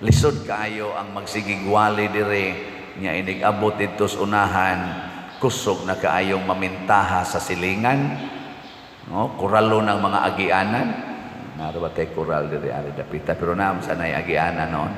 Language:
Cebuano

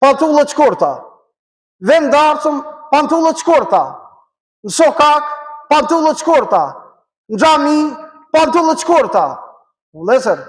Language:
Albanian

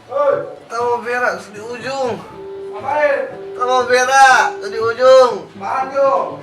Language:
Manado Malay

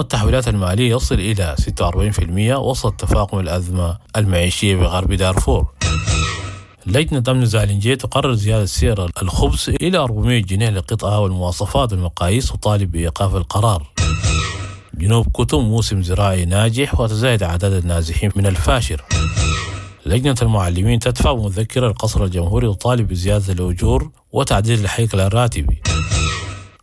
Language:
Sudanese Arabic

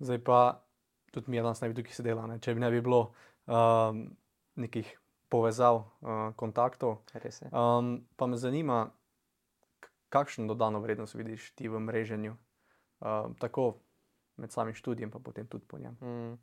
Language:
Slovenian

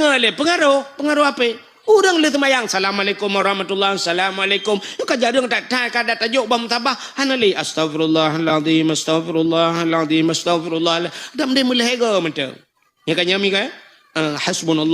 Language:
Achinese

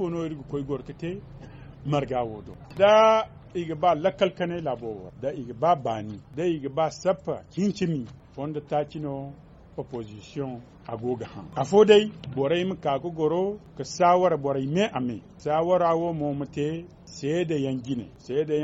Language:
Zarma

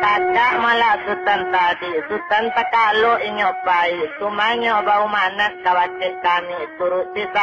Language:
Minangkabau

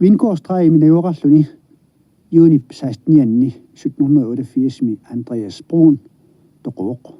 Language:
Kalaallisut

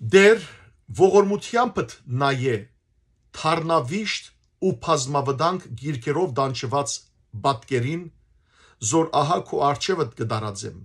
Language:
Western Armenian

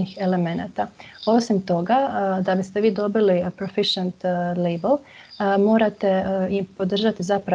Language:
Croatian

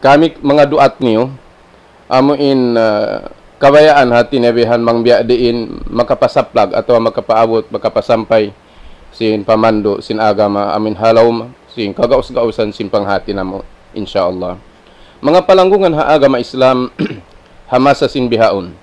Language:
Tausug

